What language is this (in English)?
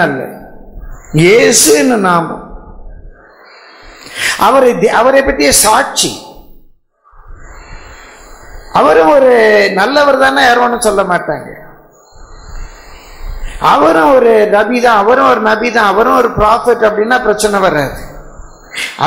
Tamil